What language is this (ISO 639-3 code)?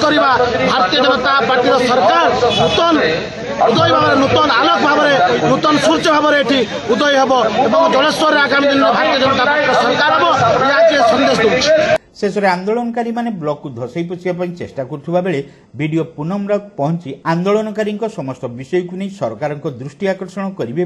ori